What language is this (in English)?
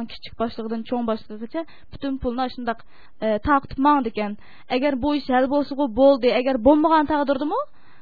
Uyghur